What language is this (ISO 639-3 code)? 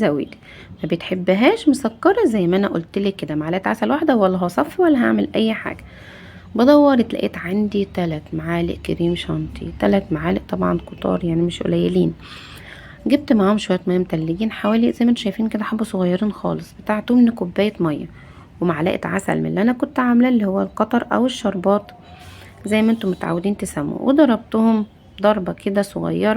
arz